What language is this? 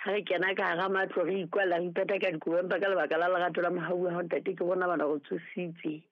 Southern Sotho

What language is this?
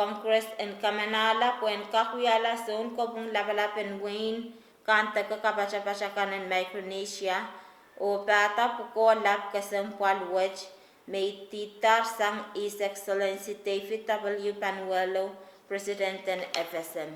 Pohnpeian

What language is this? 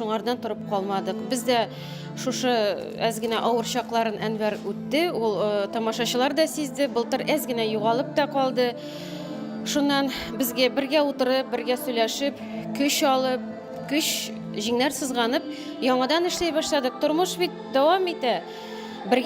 Tatar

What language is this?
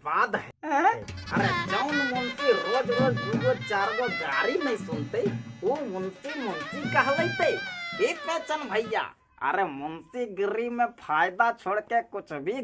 Magahi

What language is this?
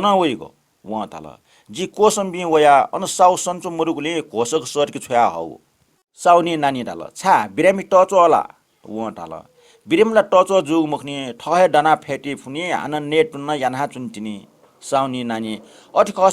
Newari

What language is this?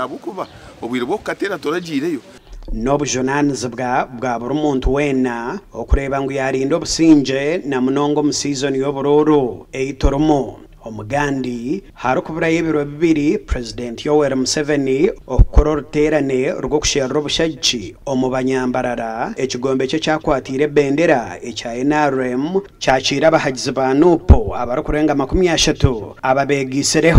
Nyankole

